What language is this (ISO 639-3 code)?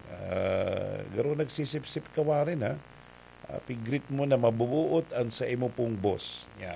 bik